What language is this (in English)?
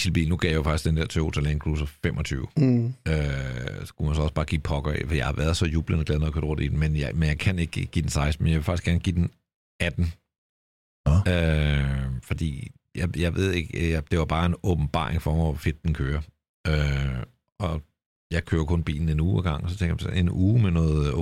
Danish